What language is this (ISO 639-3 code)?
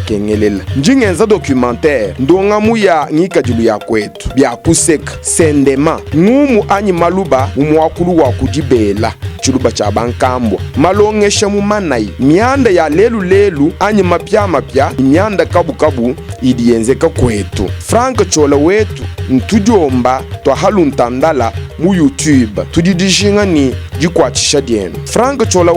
lua